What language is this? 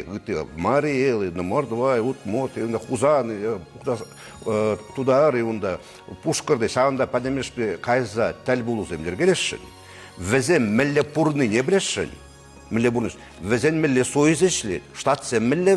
Chuvash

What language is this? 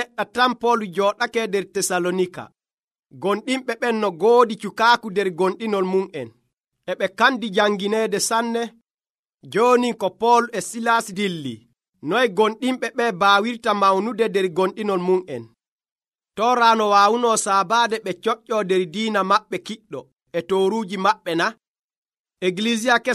Nigerian Fulfulde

